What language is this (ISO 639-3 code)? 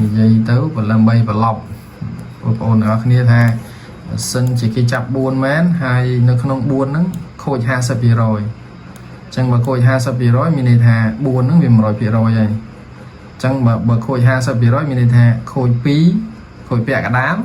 khm